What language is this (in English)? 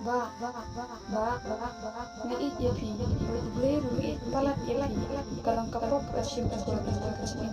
Khasi